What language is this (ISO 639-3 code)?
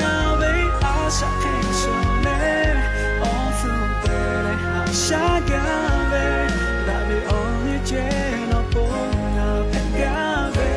lhu